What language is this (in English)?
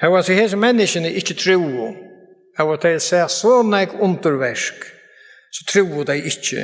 Faroese